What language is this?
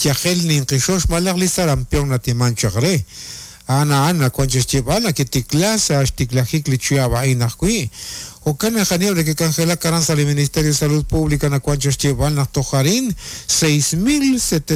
Kekchí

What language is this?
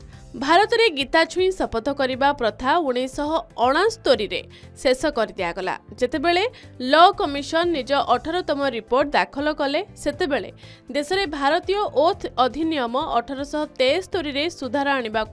Odia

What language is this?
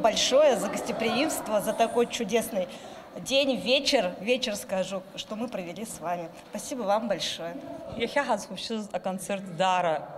Abkhazian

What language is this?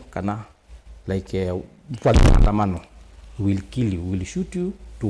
Kamba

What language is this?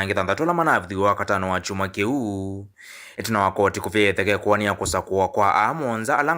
Kamba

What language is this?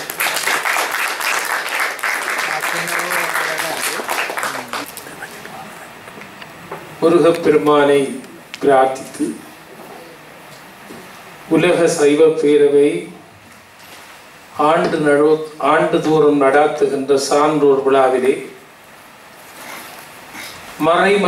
Tamil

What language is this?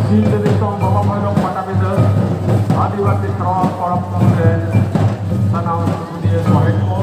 Santali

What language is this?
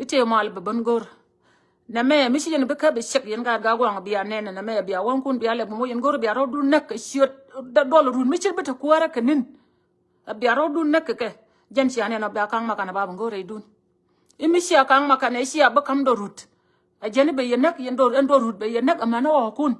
Nuer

